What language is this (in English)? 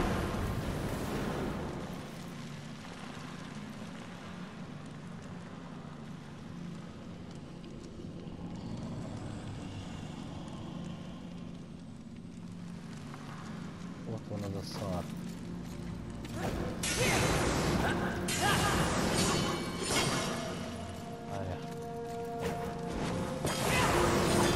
Hungarian